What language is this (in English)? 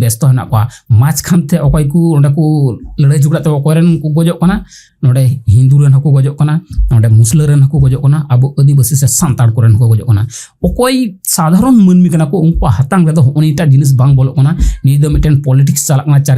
Santali